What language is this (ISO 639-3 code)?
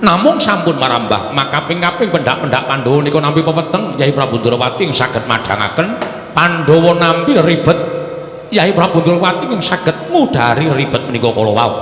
jav